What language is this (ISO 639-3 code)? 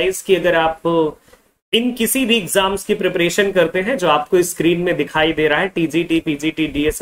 hin